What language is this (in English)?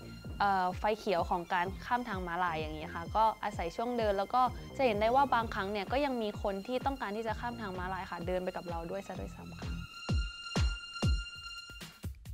Thai